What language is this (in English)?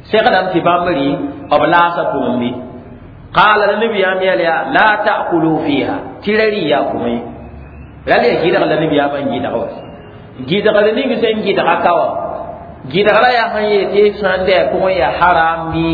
Mossi